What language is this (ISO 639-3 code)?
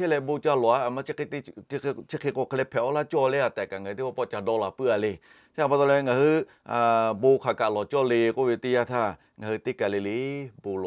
lhu